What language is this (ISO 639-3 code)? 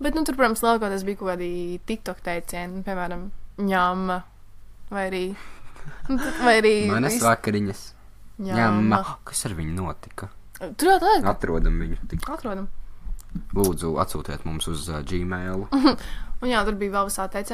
lav